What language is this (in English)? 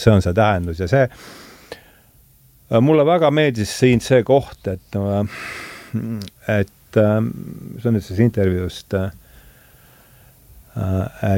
Estonian